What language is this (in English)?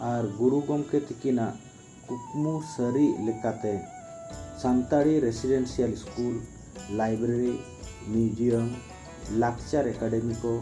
Santali